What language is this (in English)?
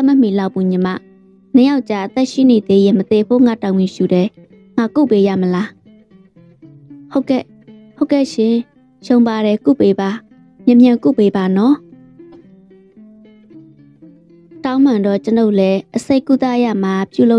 Burmese